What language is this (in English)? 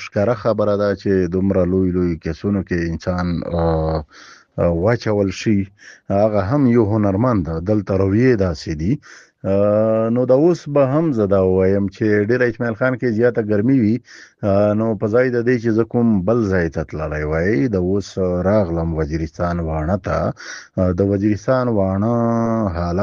Pashto